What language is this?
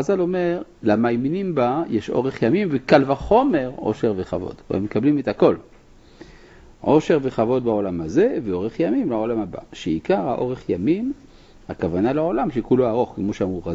Hebrew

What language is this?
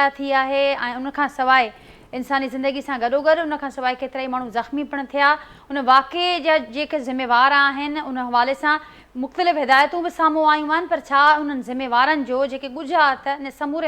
Sindhi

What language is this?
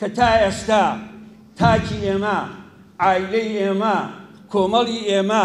Central Kurdish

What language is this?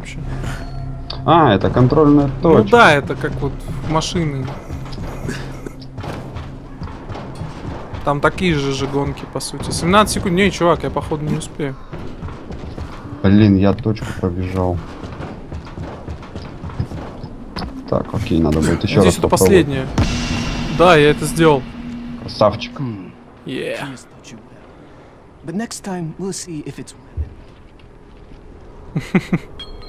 Russian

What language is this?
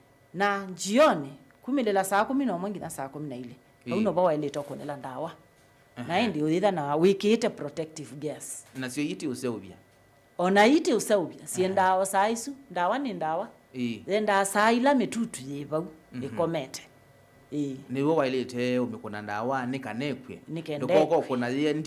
Kamba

